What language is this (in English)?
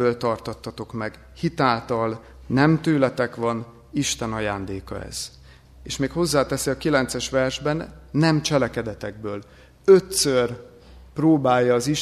Hungarian